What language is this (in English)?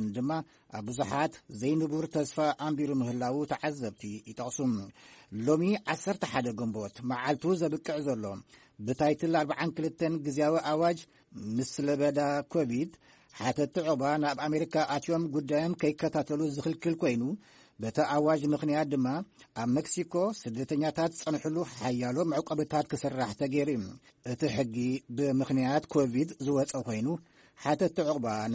Tigrinya